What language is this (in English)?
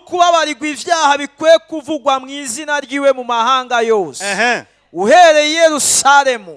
Rundi